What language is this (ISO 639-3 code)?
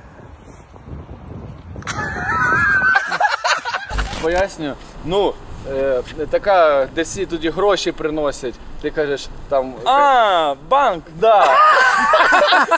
ukr